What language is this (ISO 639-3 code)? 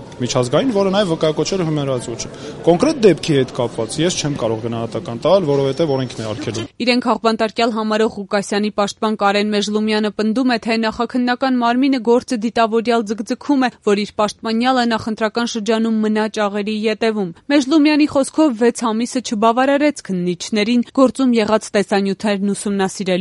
hye